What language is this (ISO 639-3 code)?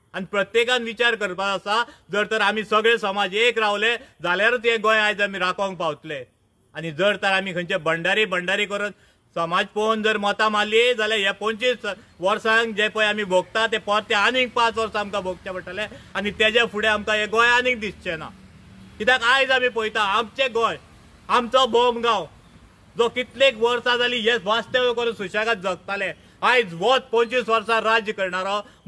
kok